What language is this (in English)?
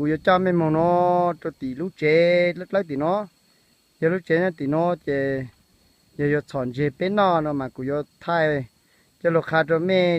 Hmong